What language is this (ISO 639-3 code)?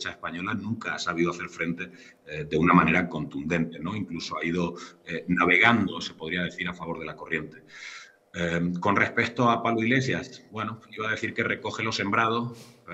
spa